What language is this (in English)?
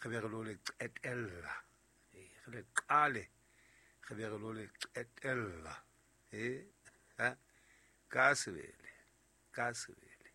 Southern Sotho